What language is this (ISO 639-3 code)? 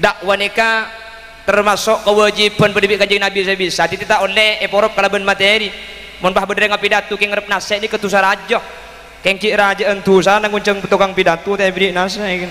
mad